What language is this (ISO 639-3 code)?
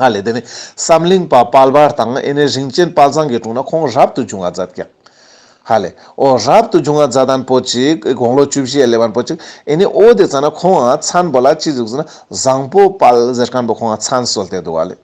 lbj